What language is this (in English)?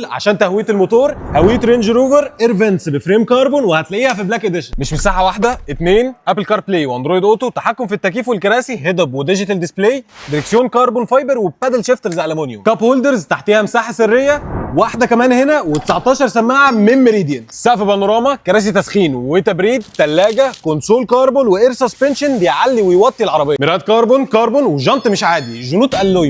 Egyptian Arabic